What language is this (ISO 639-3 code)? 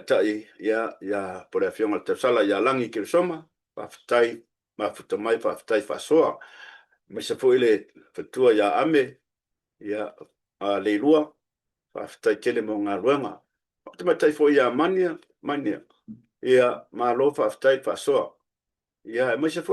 smo